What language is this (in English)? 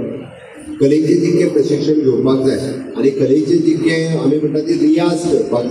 Konkani